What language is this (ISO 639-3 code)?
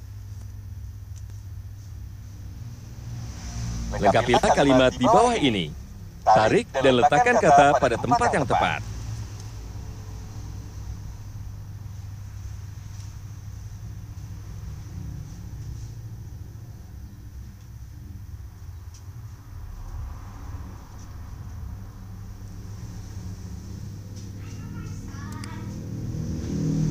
ind